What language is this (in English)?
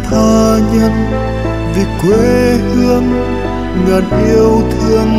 Vietnamese